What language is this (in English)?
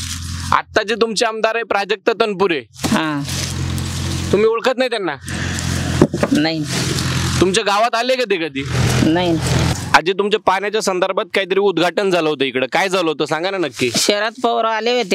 Marathi